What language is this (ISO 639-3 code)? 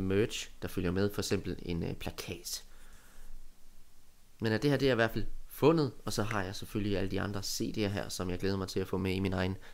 dan